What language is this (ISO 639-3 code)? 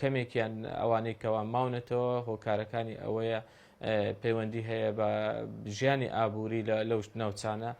ckb